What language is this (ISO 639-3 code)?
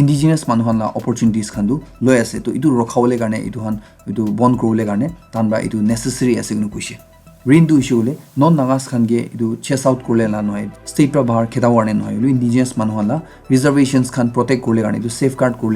nag